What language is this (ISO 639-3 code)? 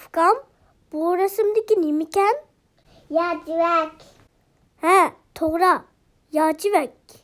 uig